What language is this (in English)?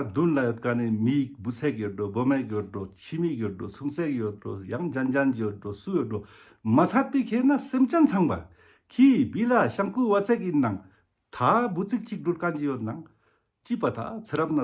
Ladakhi